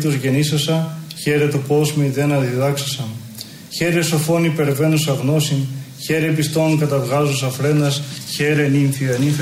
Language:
Greek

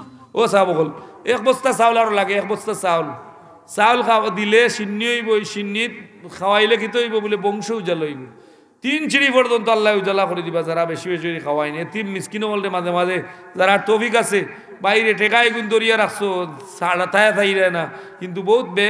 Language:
Sylheti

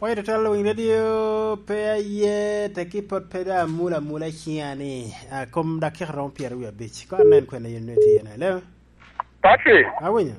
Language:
Lango (Uganda)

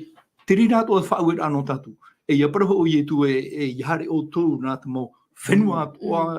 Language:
Tahitian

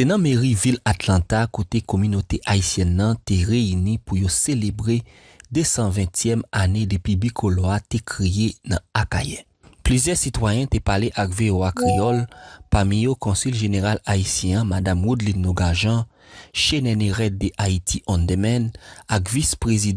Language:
Haitian Creole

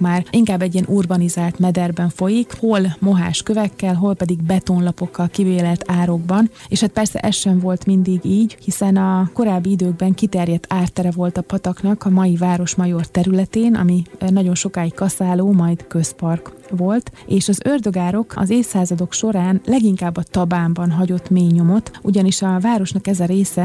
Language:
Hungarian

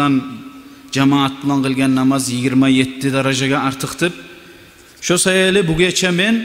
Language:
Kumyk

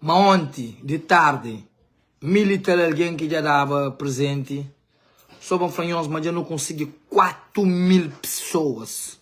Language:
Kabuverdianu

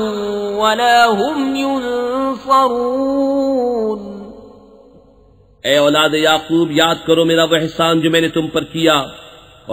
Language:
Urdu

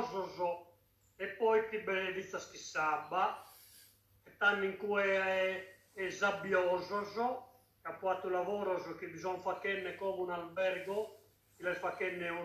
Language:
Sardinian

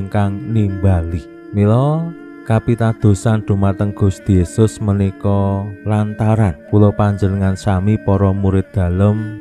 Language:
Javanese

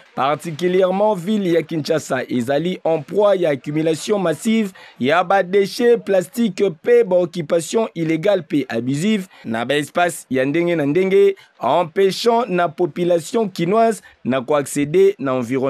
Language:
Lingala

